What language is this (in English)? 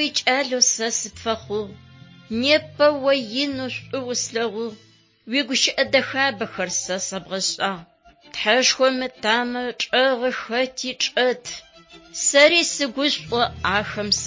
Adyghe